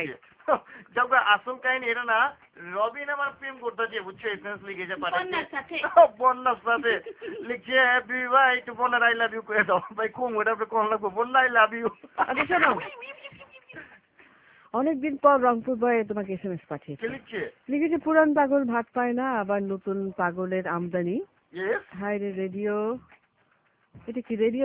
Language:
Bangla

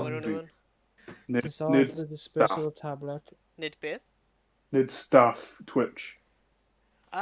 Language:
Welsh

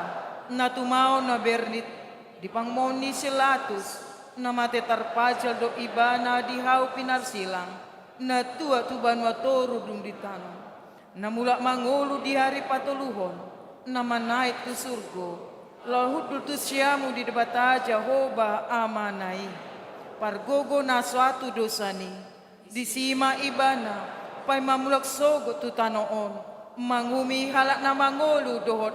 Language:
Batak Toba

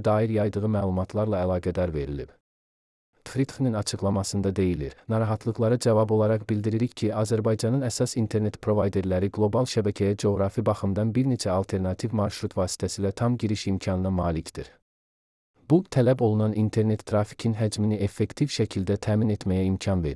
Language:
Azerbaijani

